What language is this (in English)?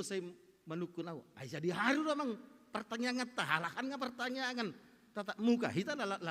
Batak Toba